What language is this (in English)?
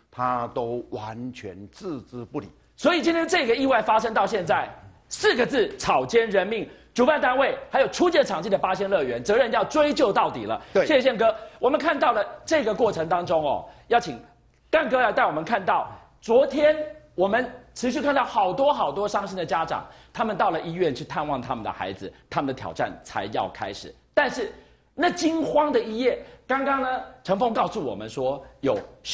Chinese